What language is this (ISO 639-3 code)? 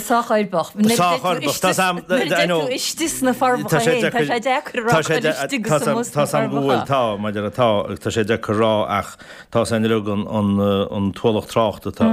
gle